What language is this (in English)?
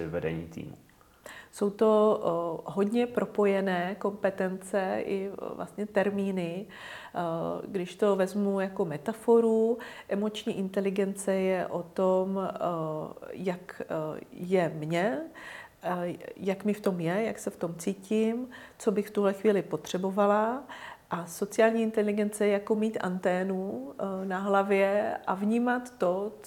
Czech